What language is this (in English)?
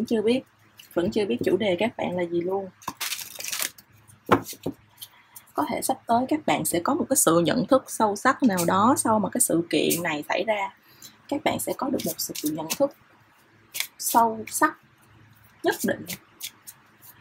Vietnamese